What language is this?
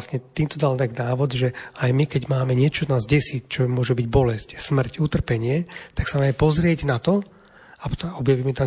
Slovak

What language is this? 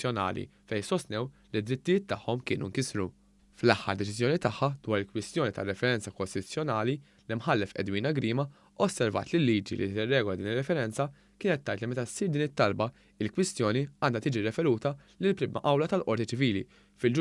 Maltese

